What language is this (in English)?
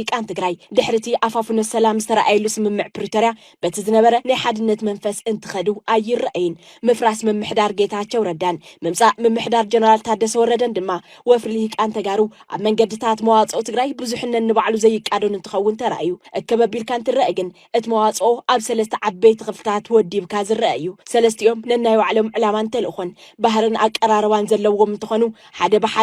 Tigrinya